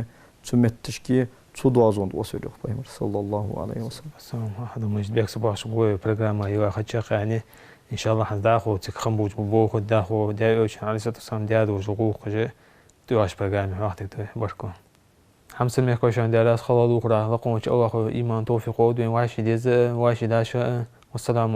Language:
Ingush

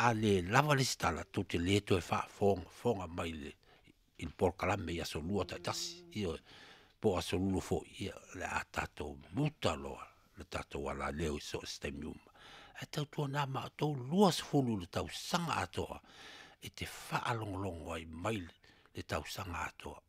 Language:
Samoan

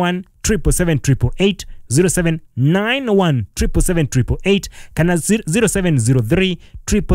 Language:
Kikuyu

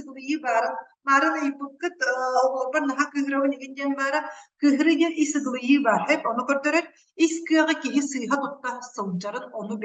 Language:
Yakut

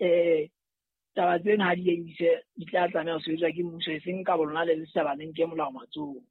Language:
Southern Sotho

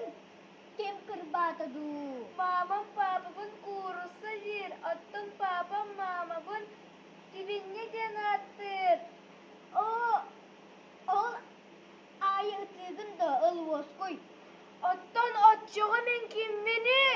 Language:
Yakut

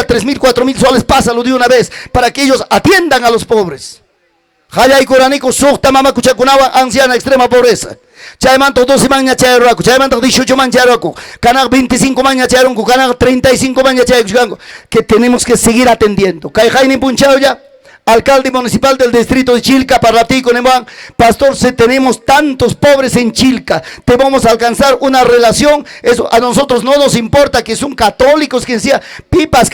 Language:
Ayacucho Quechua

